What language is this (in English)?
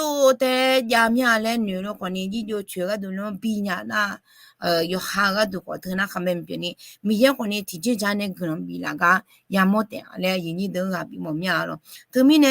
Akha